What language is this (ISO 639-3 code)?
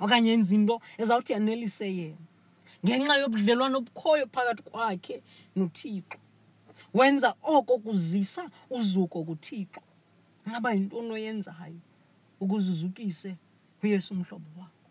xho